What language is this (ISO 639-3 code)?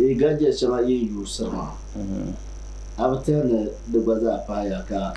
dag